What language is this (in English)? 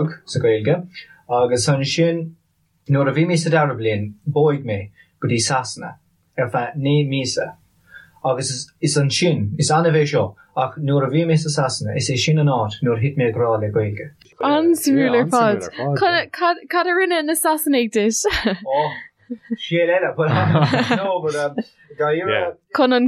Irish